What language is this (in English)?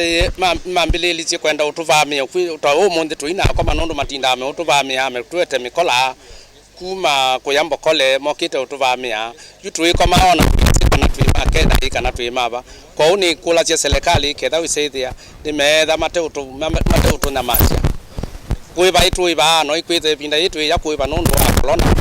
Kamba